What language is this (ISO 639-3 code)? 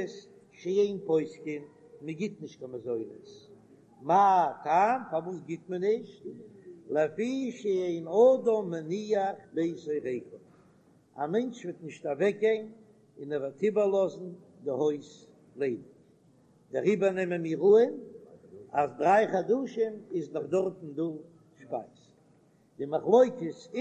yid